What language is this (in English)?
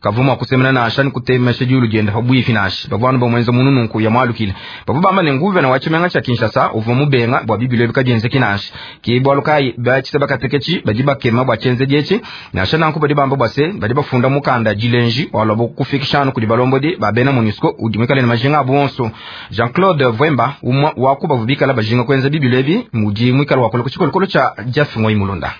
Luba-Lulua